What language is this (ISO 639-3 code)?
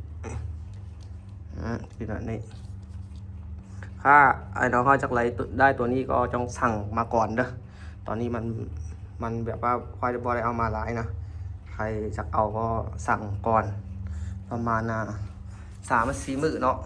lao